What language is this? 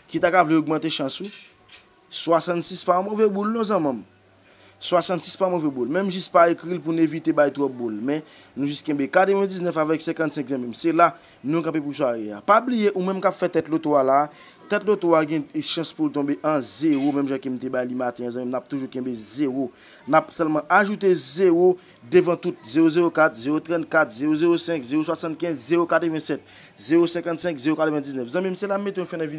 Haitian Creole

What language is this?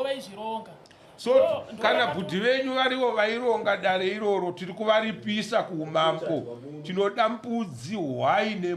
Shona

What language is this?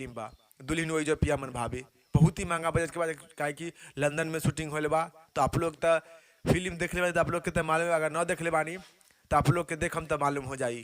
Bhojpuri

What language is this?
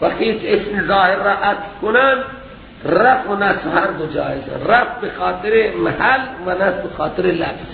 Persian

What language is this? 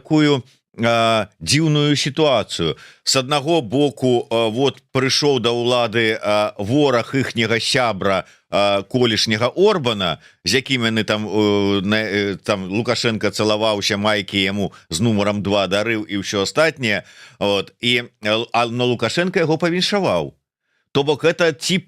Belarusian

